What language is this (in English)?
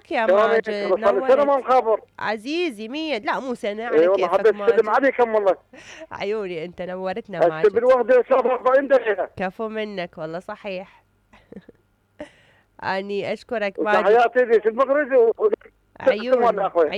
Mesopotamian Arabic